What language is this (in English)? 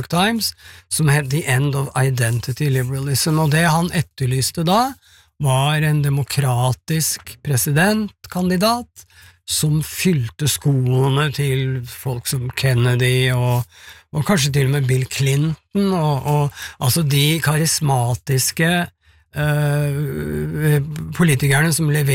Norwegian